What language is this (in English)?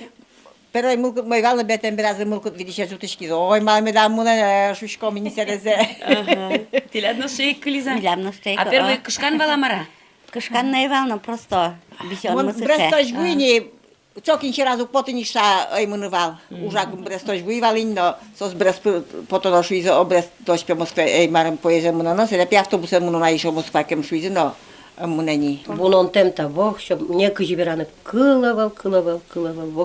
Udmurt